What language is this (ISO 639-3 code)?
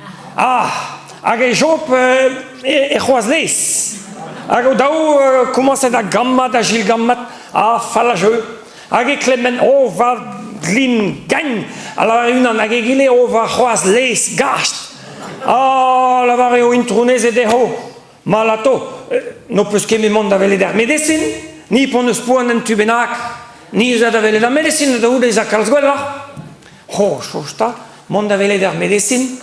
bre